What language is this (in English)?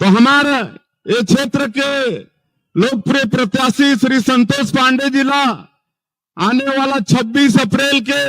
Chhattisgarhi